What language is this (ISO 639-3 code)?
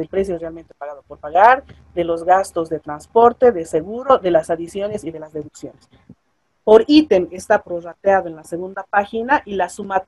spa